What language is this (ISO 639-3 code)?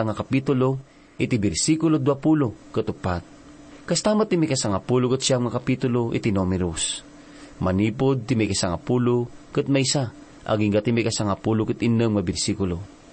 ilo